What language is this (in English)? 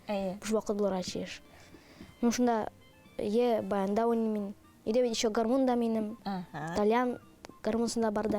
Tatar